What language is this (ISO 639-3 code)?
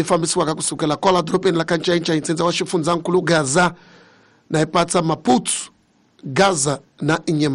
tso